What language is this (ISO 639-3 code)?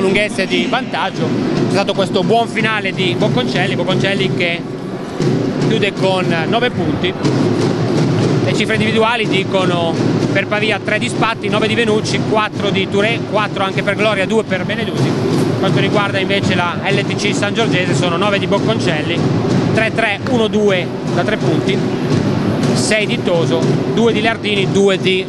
ita